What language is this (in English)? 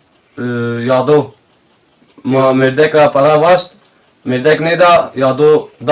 Zaza